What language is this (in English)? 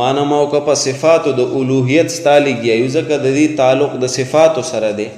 Pashto